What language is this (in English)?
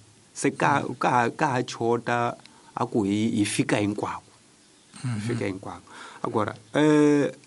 Tsonga